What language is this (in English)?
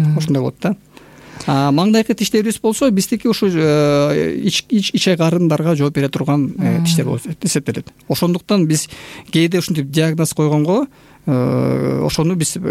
Kyrgyz